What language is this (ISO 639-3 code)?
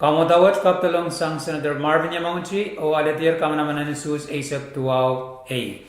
pon